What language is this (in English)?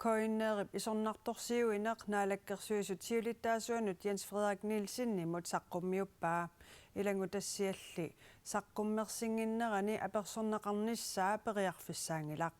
Kalaallisut